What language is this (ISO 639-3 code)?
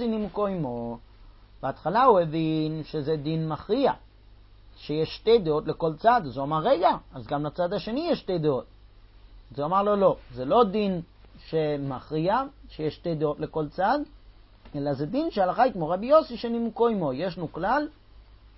heb